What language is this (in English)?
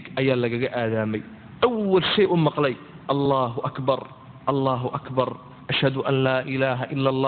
Somali